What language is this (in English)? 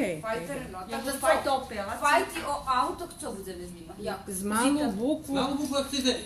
Rusyn